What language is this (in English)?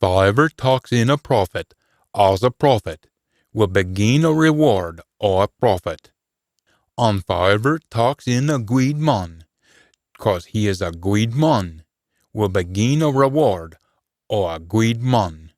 Scots